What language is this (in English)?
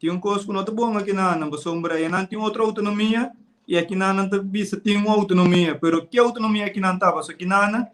Papiamento